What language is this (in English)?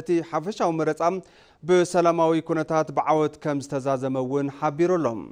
Tigrinya